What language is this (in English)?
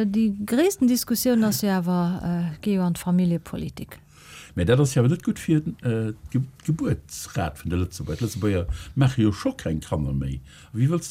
Luxembourgish